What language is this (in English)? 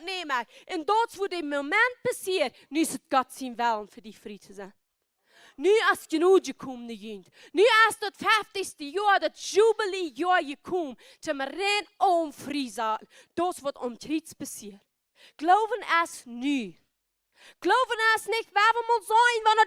Plautdietsch